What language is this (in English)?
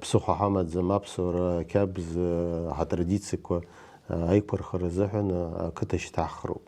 Abkhazian